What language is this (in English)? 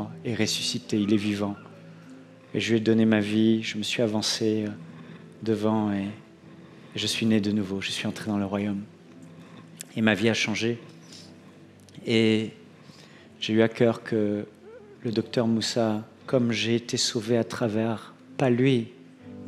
French